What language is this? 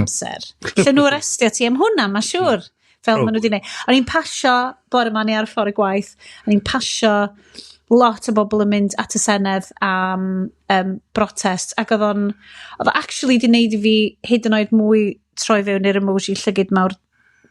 Welsh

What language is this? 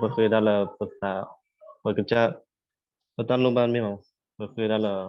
S'gaw Karen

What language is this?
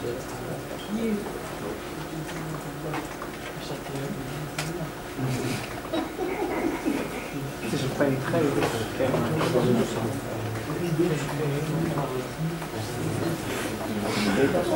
Dutch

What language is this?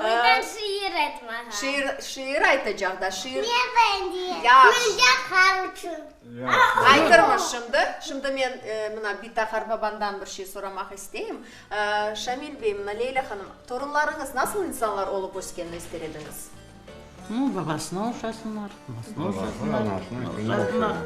Crimean Tatar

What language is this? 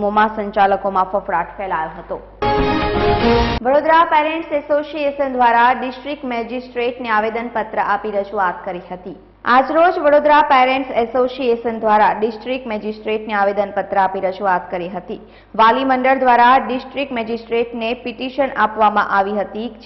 Gujarati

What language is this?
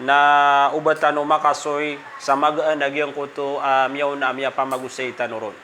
Maranao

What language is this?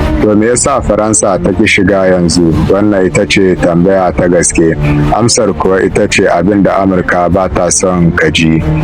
Hausa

